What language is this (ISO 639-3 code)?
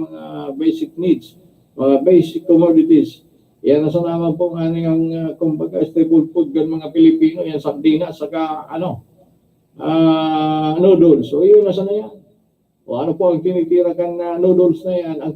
bik